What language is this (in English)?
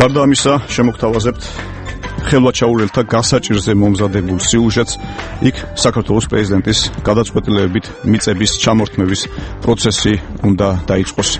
Georgian